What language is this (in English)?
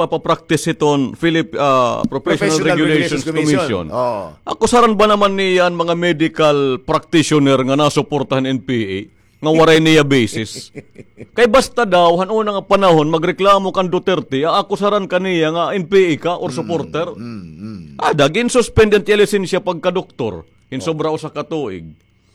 Waray